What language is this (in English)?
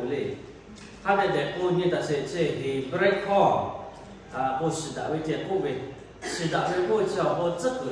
Lahu